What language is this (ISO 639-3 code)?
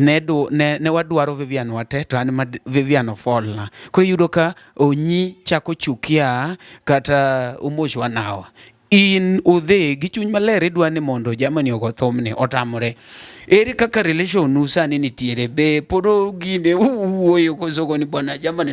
luo